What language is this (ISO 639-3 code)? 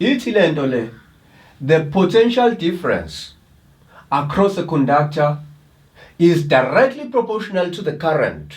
zul